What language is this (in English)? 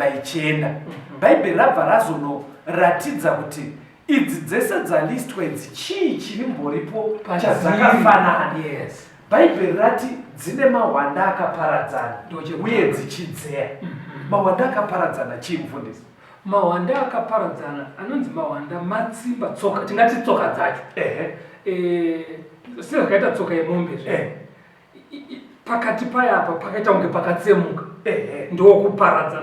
Shona